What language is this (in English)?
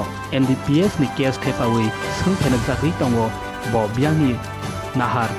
Kok Borok